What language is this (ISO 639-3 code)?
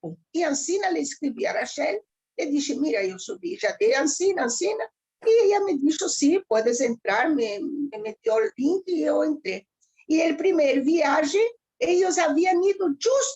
lad